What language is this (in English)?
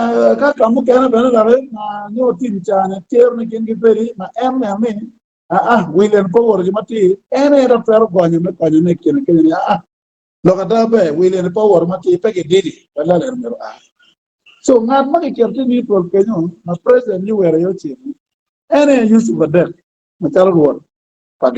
Acoli